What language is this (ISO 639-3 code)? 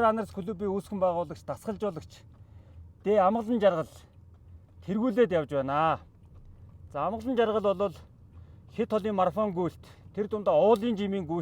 mon